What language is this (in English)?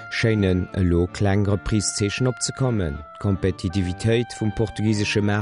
Luxembourgish